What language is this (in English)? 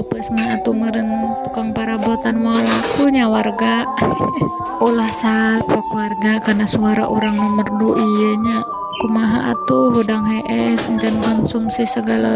Sundanese